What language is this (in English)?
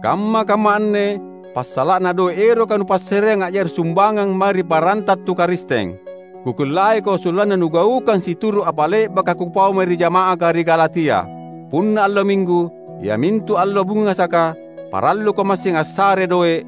Makasar